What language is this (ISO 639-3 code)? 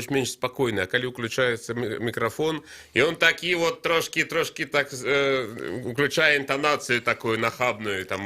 bel